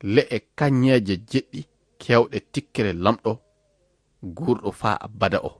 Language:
Fula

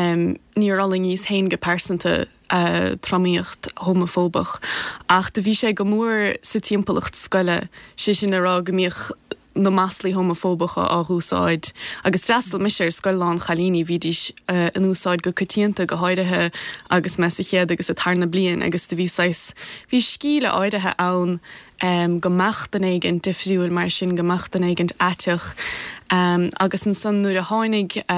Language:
Irish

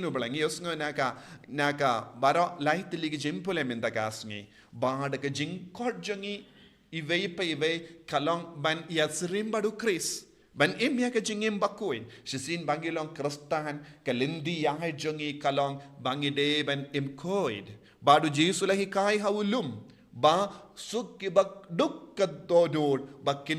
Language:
Khasi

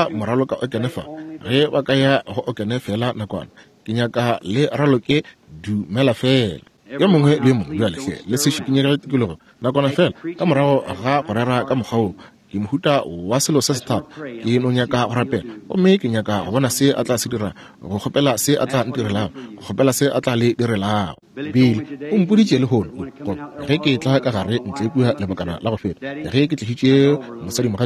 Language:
Northern Sotho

